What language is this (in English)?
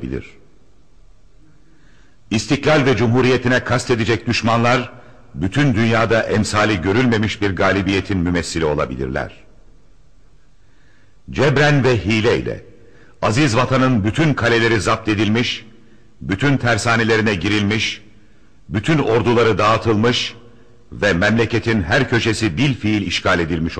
Turkish